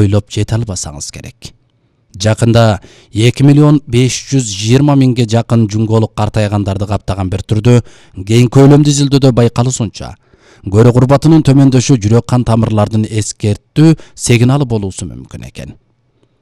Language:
Kyrgyz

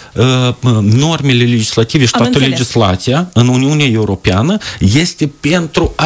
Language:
Romanian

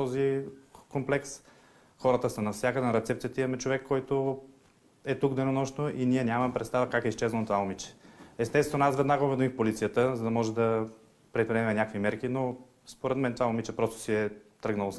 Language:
Bulgarian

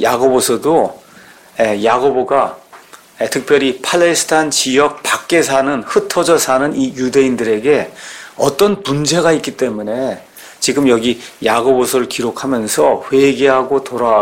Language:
Korean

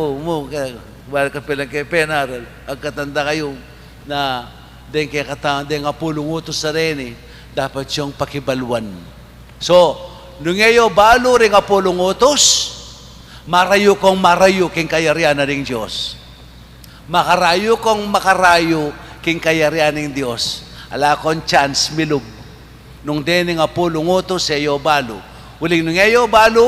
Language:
Pampanga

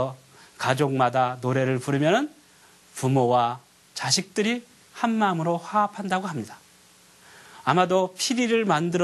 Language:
Korean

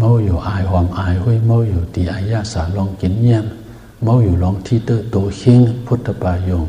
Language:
Shan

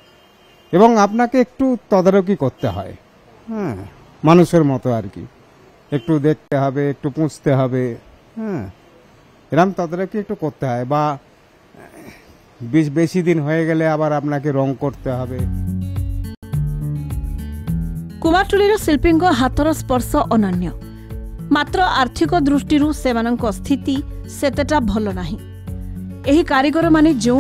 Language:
Odia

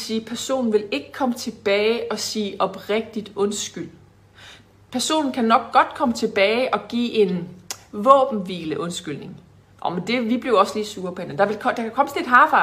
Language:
Danish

